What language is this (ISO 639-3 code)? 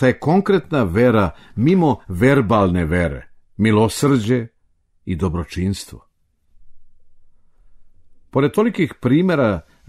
srp